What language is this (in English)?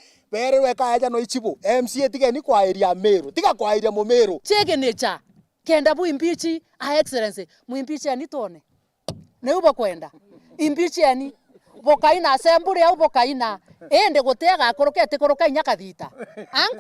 Meru